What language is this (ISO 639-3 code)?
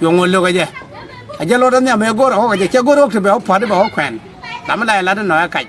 nus